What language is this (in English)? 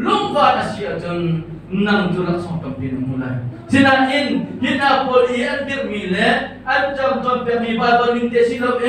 Hakha Chin